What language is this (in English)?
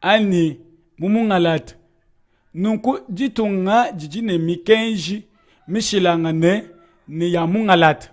Luba-Lulua